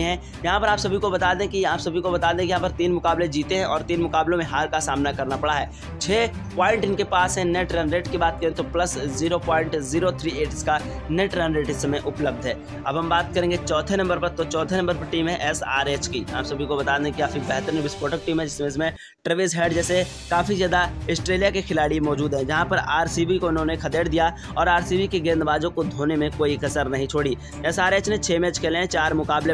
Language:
Hindi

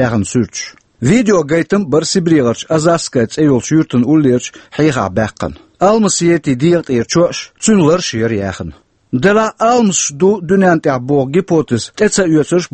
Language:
Chechen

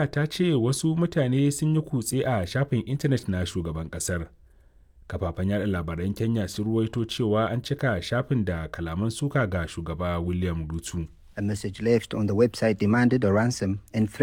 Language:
Hausa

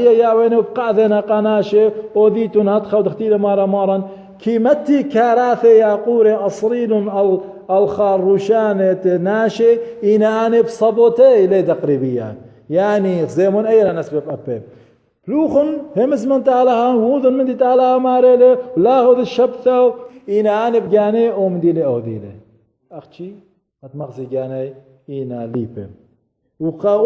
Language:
Assyrian Neo-Aramaic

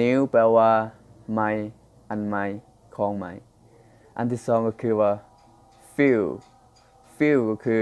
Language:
Lao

